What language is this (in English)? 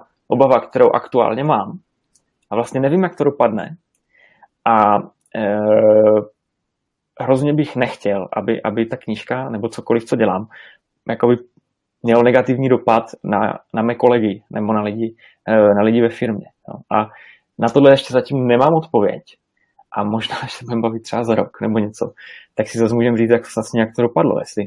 Czech